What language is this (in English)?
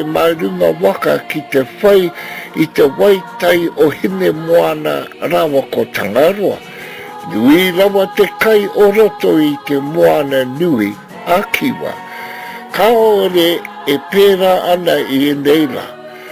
Māori